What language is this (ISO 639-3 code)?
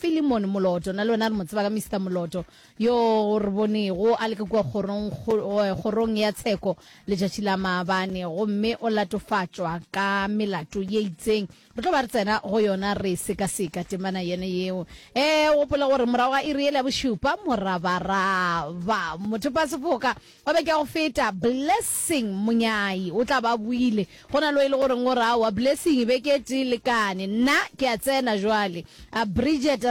nso